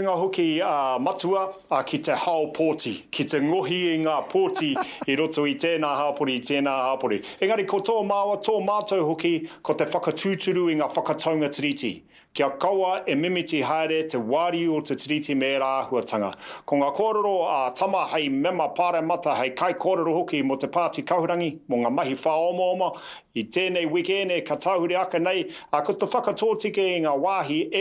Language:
Māori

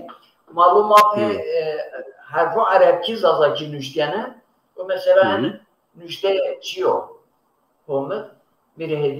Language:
Zaza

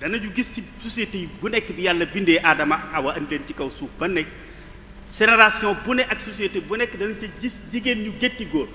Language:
Wolof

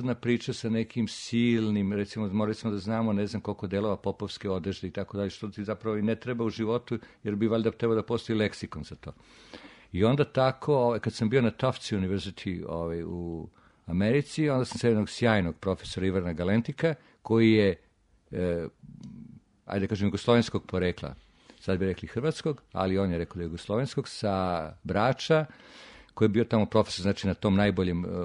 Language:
Serbian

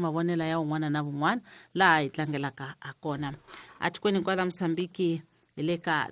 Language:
Tsonga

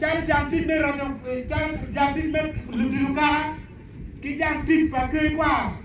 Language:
Acoli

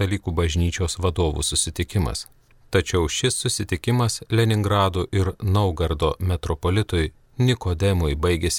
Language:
Lithuanian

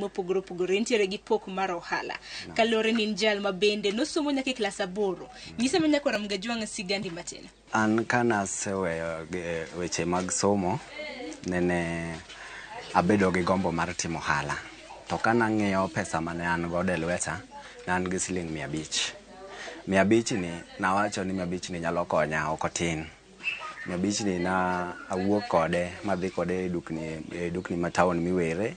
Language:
Luo (Kenya and Tanzania)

